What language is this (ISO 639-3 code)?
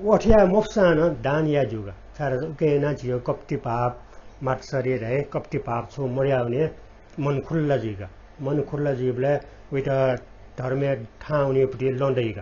new